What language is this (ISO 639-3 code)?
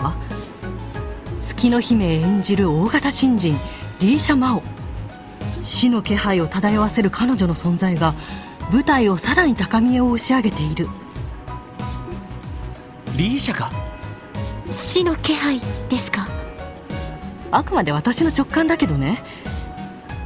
jpn